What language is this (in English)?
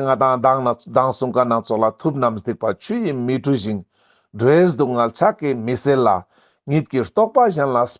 Ladakhi